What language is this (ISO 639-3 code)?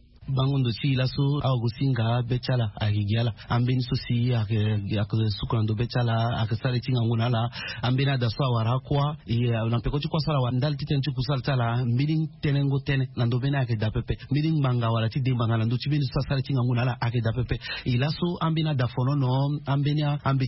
sag